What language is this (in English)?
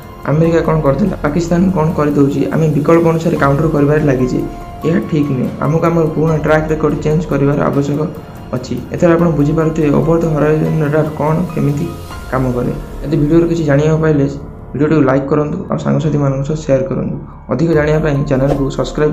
Odia